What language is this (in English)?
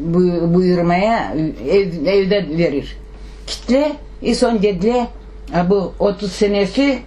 Crimean Tatar